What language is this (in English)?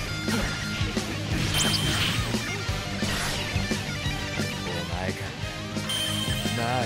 Japanese